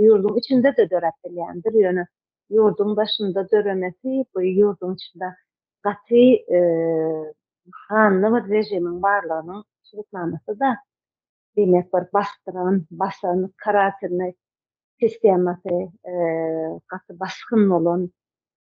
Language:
Turkmen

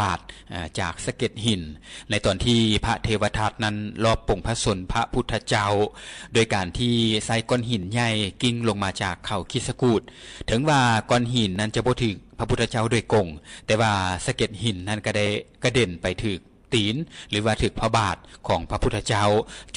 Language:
Lao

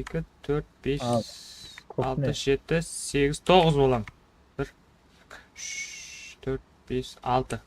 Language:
Kara-Kalpak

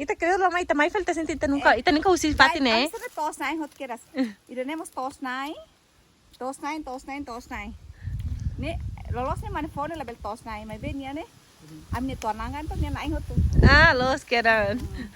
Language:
Tetum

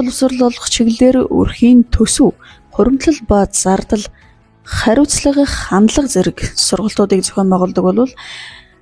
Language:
Mongolian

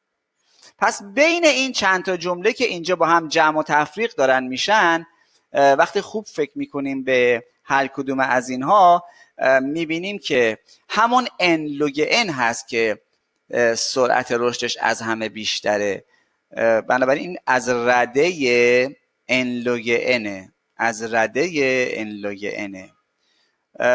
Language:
Persian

